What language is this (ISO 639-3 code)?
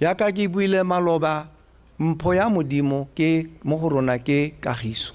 tsn